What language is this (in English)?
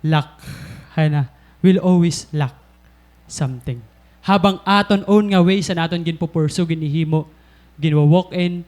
Waray